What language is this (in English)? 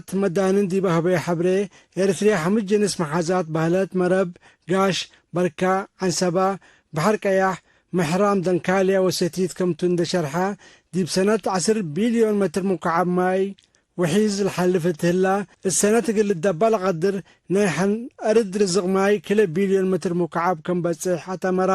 Tigre